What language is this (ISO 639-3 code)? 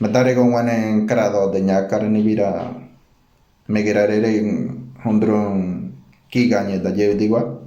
gym